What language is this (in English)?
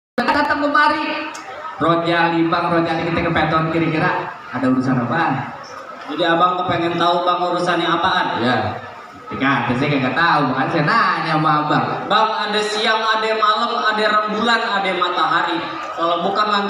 Betawi